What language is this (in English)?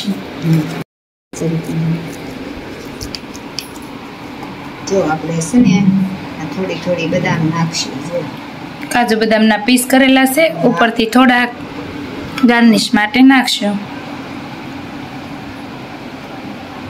Gujarati